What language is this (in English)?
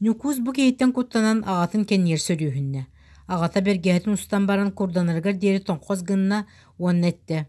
Yakut